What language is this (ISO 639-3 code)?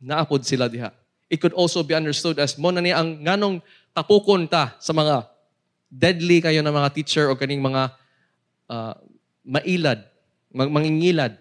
ceb